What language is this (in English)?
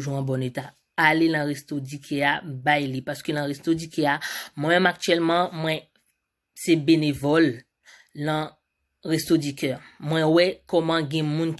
Haitian Creole